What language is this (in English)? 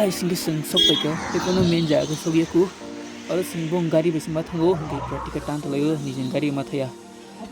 Kok Borok